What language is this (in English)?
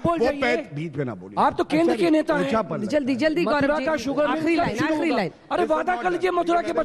Hindi